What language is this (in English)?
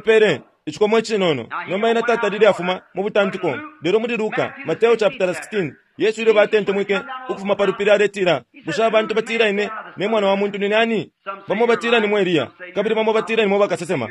Bemba